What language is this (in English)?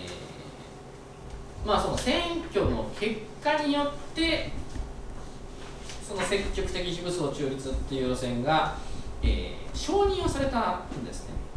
Japanese